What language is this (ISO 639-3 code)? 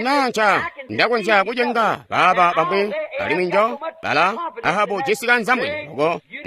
toi